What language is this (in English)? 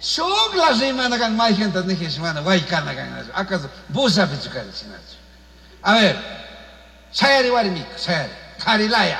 Chimborazo Highland Quichua